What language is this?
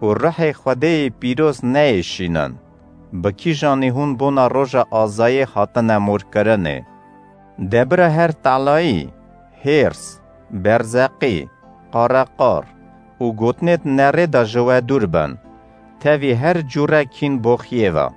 Kurdish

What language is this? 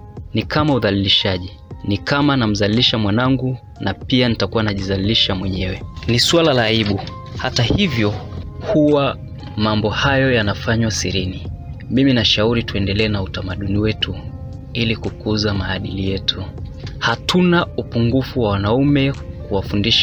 Swahili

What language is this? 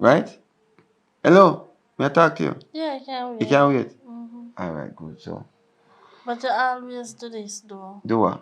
Jamaican Creole English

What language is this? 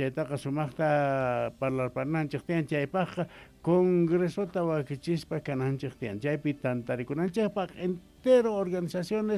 South Bolivian Quechua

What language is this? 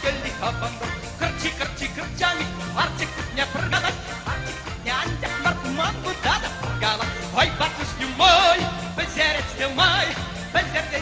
Chuvash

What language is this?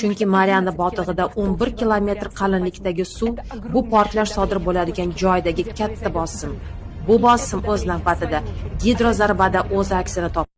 Uzbek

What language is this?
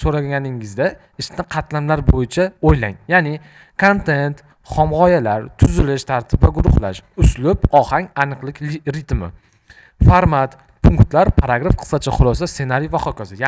Uzbek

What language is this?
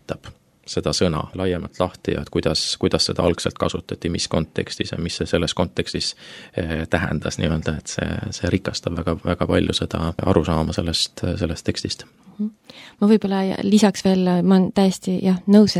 Estonian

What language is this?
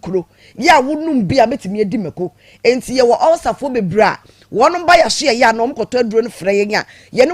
Akan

